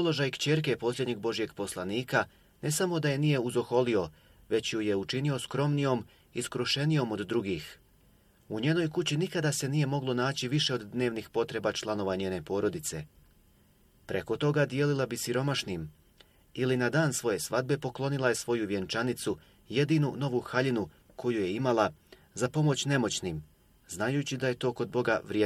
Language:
Bosnian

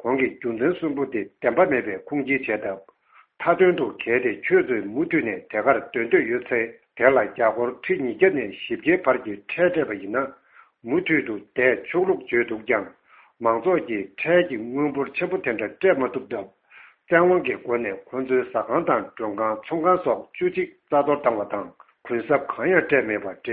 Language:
Tibetan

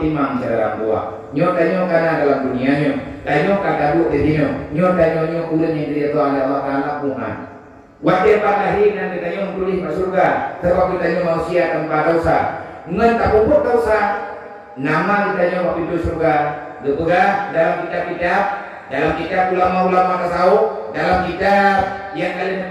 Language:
Achinese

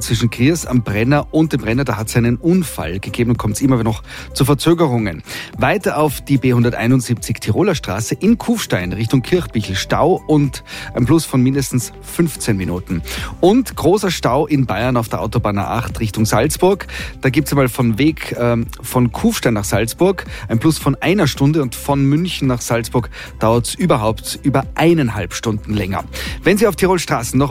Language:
German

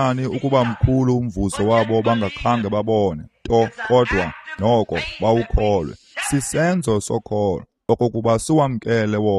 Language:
Xhosa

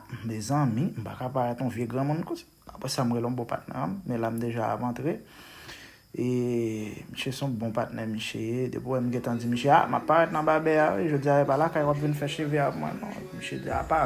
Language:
Haitian Creole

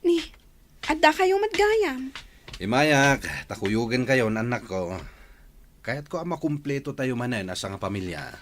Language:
Iloko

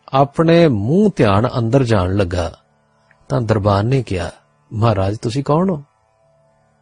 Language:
Punjabi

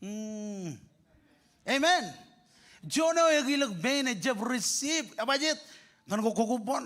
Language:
Marshallese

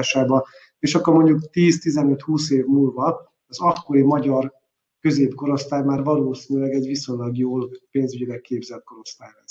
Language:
Hungarian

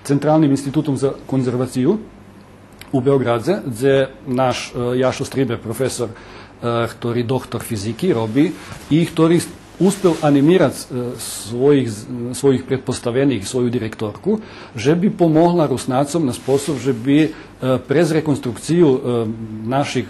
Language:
Rusyn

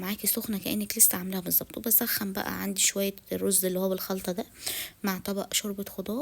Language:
Egyptian Arabic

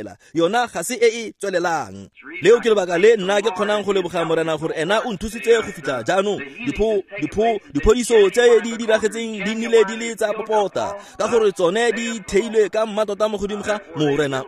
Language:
Tswana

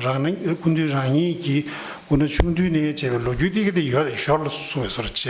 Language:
Tibetan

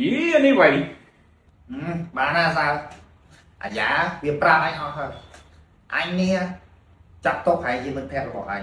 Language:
Khmer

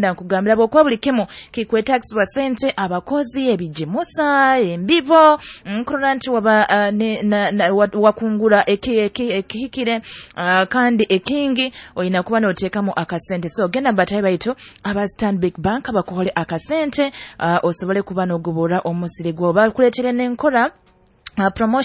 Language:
Nyoro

